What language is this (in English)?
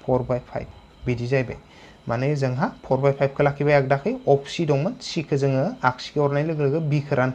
Bodo